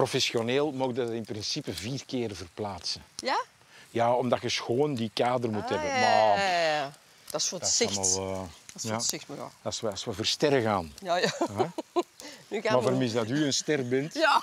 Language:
Dutch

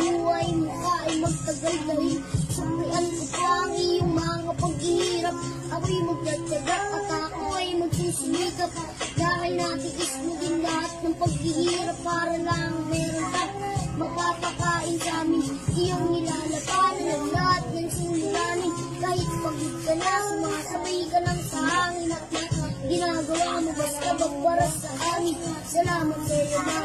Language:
Filipino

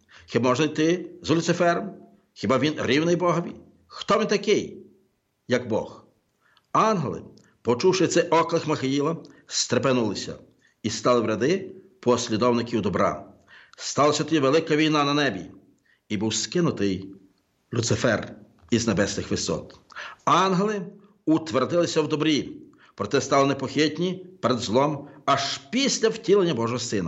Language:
Ukrainian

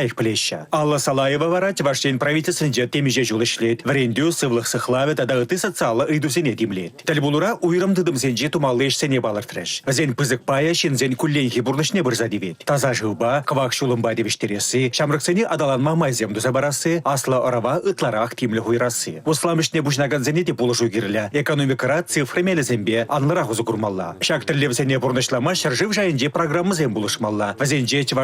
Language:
Chuvash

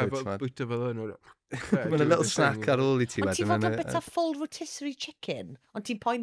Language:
Welsh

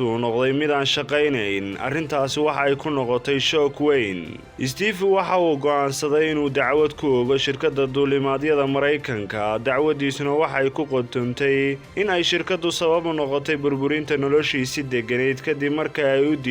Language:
Somali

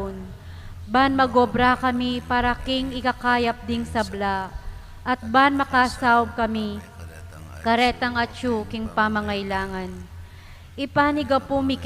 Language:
Pampanga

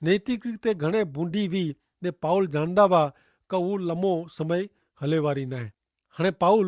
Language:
Kachhi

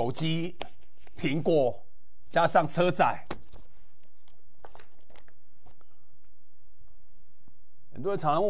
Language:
Chinese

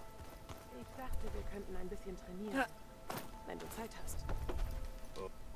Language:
German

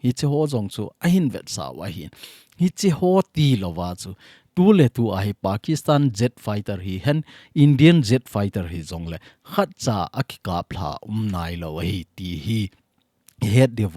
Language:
Thado Chin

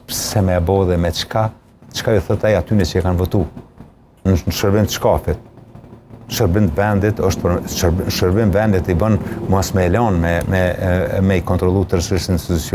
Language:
Albanian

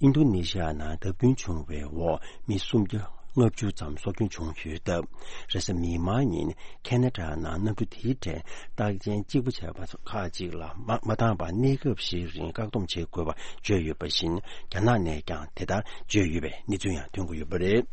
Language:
Tibetan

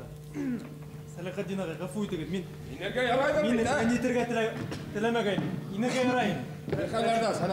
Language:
Bashkir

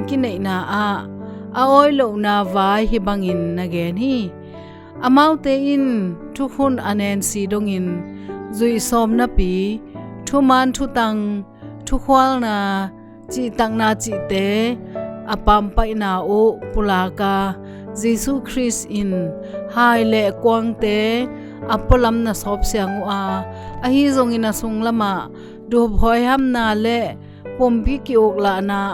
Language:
Tedim Chin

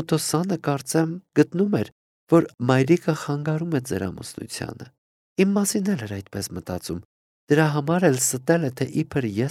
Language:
Armenian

